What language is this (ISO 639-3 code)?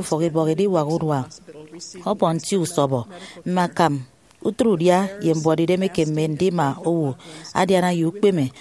efi